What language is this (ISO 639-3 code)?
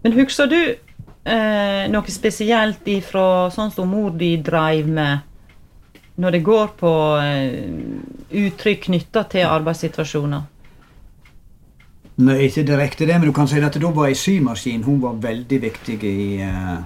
nor